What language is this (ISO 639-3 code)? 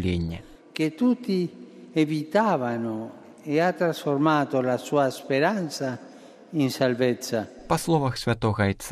bel